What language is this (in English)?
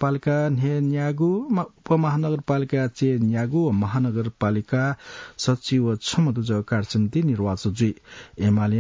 Newari